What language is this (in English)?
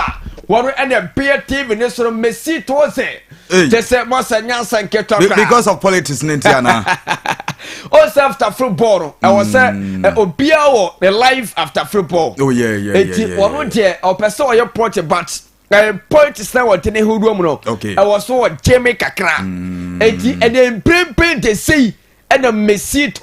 Akan